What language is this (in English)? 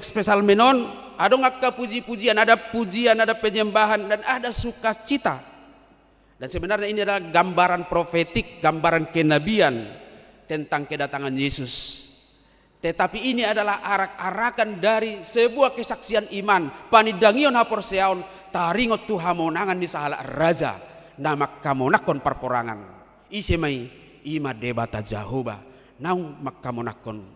Batak Toba